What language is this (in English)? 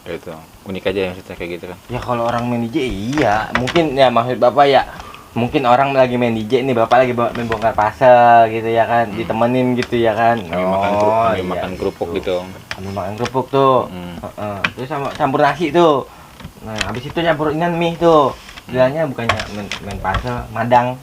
Betawi